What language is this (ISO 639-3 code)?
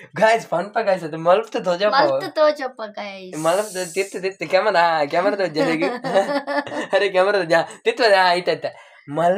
tcy